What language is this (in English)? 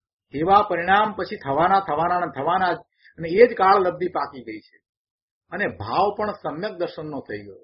Gujarati